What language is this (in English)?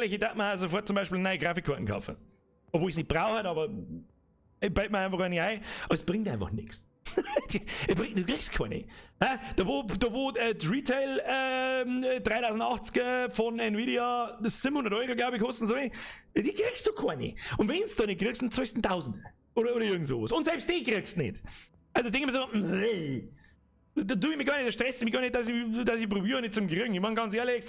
Bavarian